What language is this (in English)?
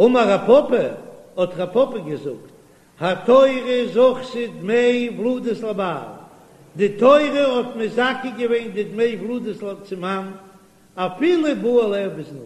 Yiddish